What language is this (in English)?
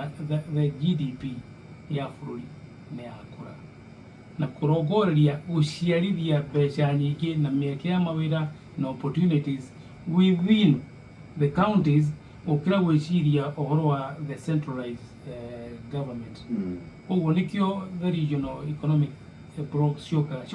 Kikuyu